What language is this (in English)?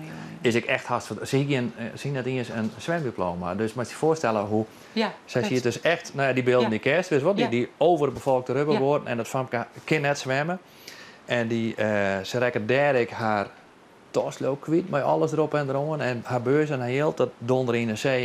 Western Frisian